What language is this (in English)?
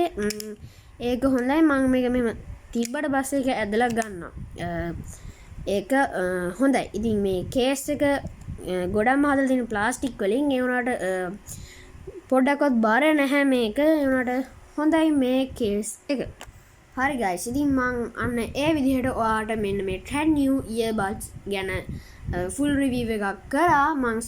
Sinhala